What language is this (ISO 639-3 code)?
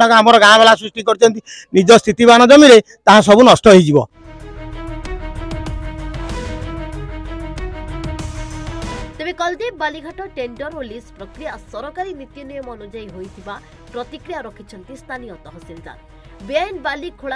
ori